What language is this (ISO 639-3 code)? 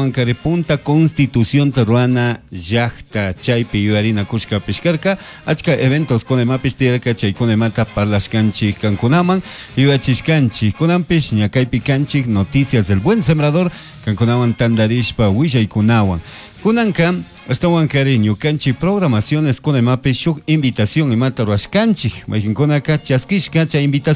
qug